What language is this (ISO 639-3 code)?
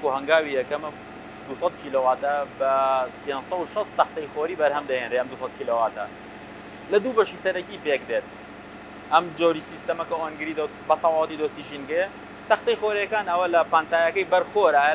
ckb